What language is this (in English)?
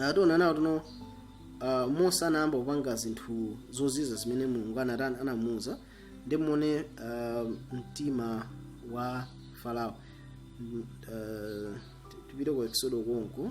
Nyanja